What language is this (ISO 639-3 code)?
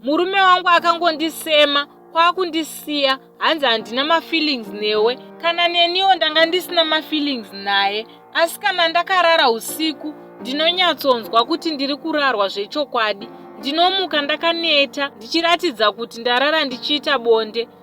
sna